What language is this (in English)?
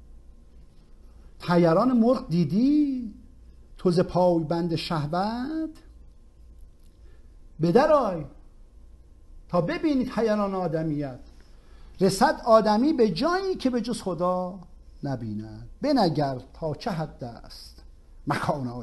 Persian